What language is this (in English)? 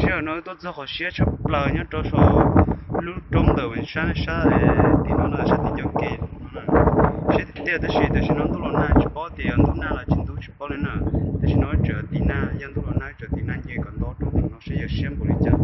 Hmong